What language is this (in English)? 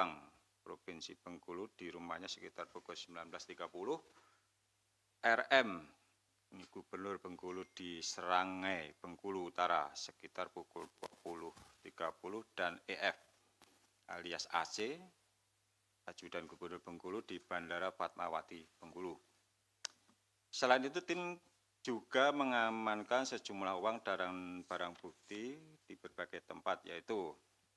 Indonesian